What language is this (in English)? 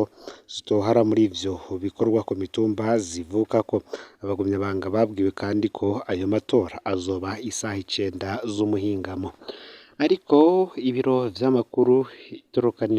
Rundi